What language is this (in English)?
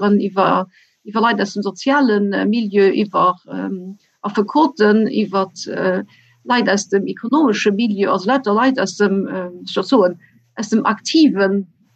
Luxembourgish